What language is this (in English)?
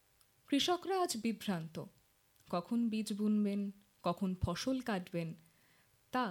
Bangla